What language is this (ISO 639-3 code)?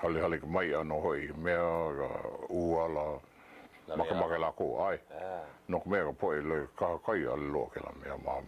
haw